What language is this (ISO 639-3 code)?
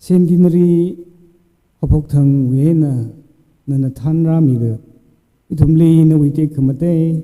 nmf